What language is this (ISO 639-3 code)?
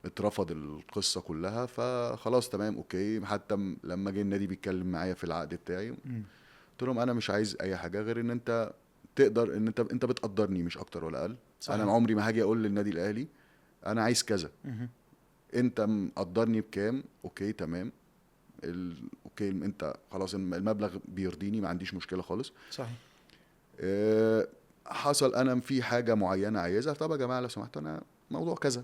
arz